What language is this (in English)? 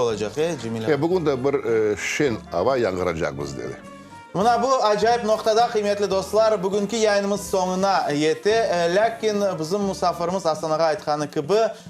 Crimean Tatar